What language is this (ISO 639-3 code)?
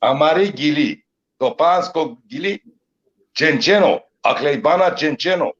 rmn